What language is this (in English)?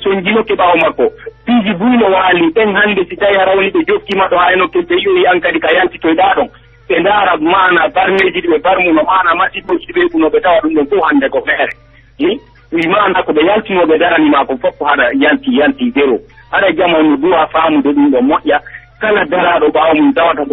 Pular